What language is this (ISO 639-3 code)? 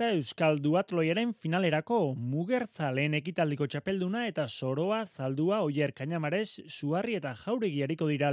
eus